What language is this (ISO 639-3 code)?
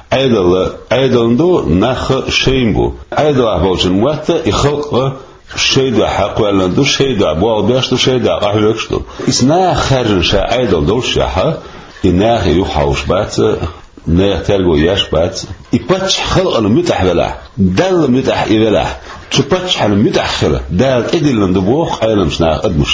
che